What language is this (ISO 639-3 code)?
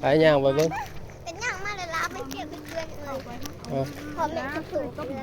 tts